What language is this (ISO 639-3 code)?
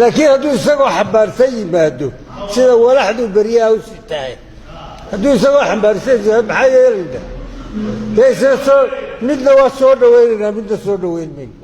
som